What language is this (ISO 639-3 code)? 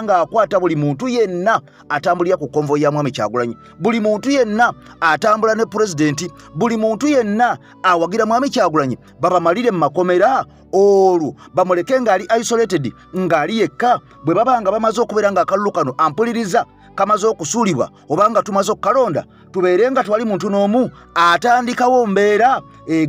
lug